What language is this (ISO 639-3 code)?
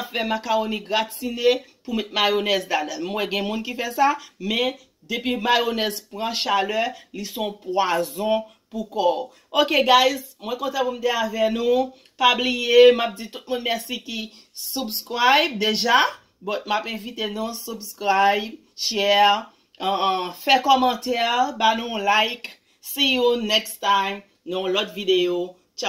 hat